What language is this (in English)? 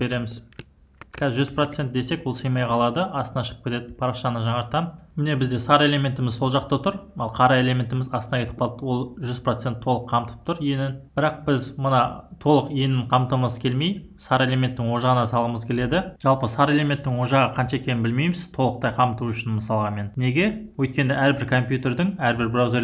Kazakh